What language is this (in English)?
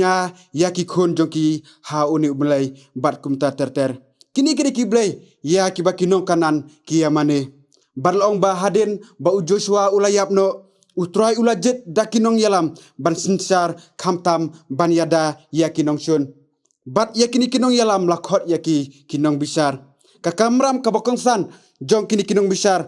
Khasi